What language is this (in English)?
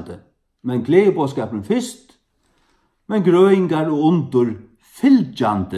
Faroese